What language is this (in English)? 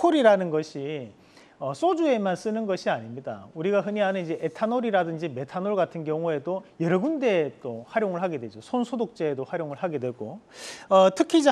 Korean